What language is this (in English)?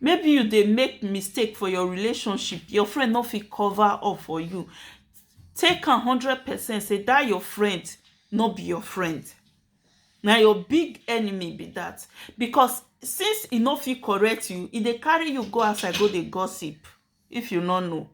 Nigerian Pidgin